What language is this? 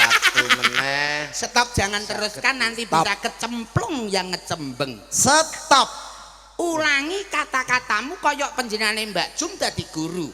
Javanese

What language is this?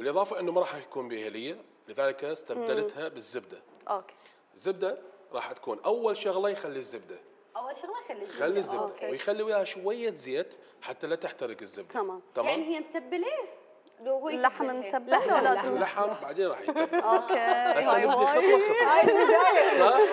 Mesopotamian Arabic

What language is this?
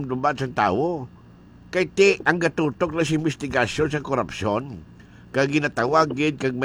Hiligaynon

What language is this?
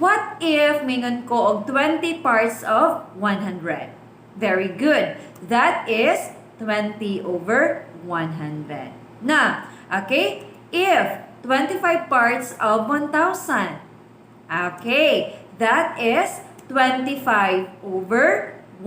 Cebuano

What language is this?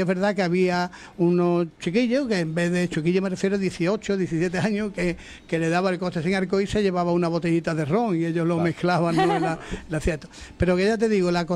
Spanish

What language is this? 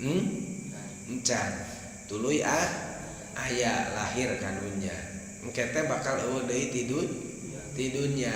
Sundanese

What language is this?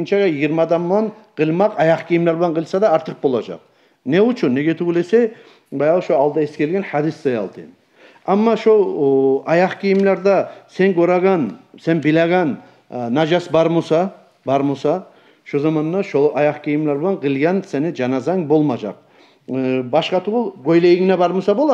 Kumyk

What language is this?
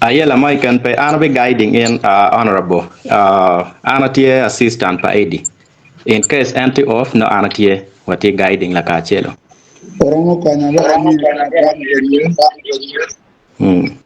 Acoli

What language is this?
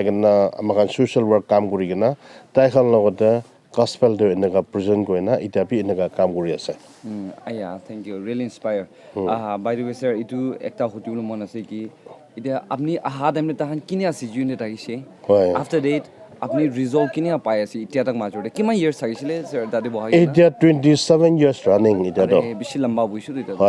Naga Pidgin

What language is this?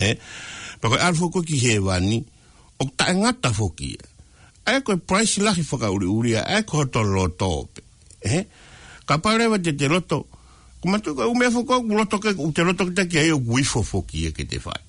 Tongan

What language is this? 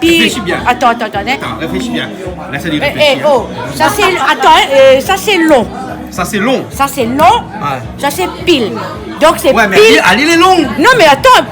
Réunion Creole French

